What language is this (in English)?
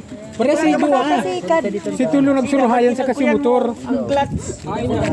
Bikol